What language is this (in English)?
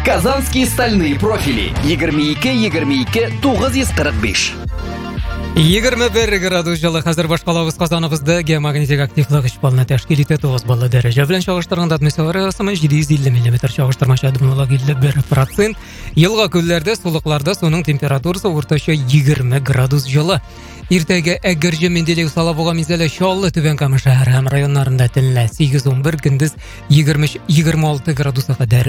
Tatar